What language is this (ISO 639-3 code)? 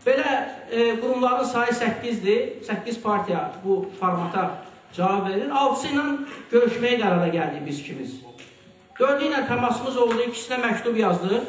aze